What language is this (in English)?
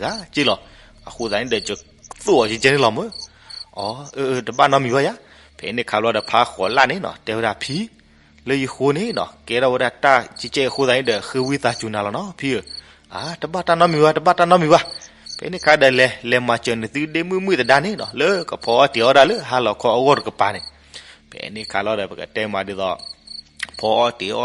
S'gaw Karen